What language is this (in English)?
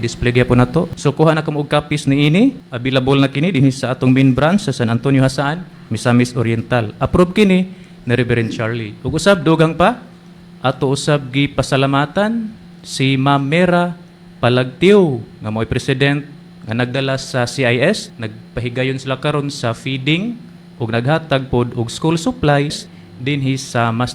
Cebuano